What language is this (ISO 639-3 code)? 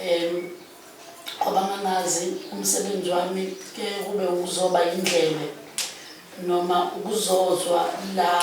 zul